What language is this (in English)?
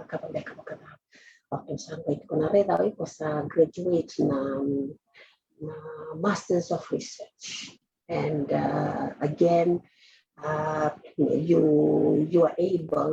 Fijian